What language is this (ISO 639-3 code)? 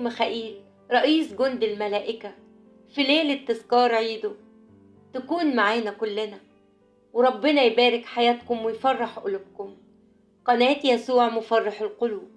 arz